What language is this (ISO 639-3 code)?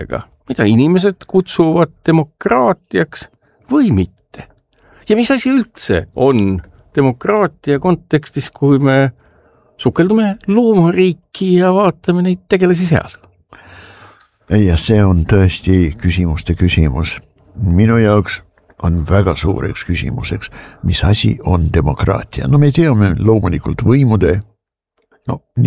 est